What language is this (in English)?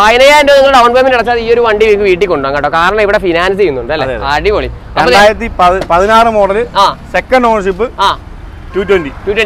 Malayalam